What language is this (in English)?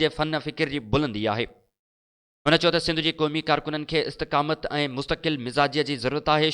Sindhi